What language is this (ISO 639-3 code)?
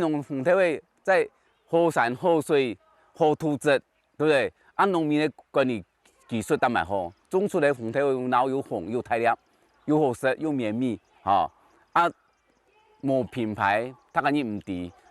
hak